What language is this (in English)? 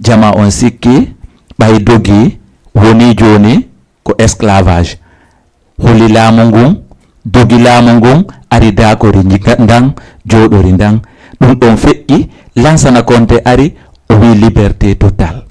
Fula